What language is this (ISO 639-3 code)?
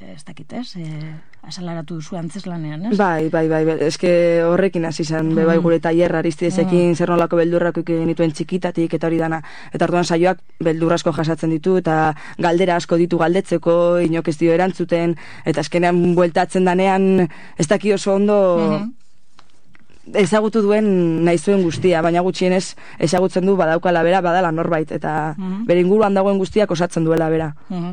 eus